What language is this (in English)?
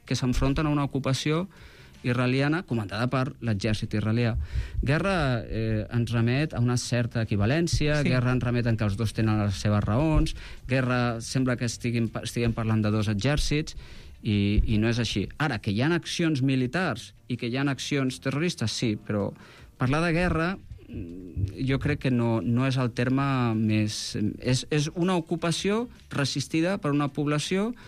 Catalan